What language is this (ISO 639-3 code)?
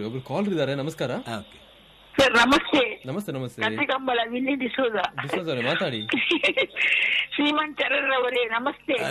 kan